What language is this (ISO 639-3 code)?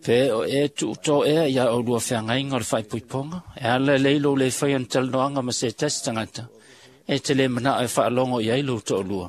smo